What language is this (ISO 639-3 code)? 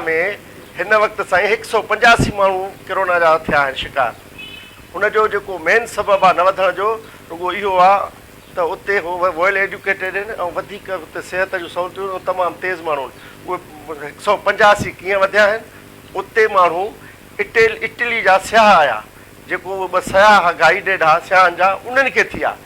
snd